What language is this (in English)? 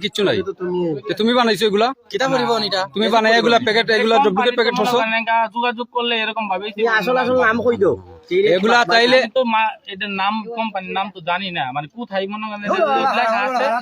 Sylheti